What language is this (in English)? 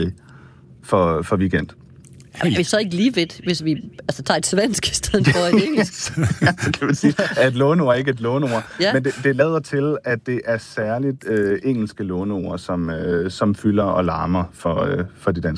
Danish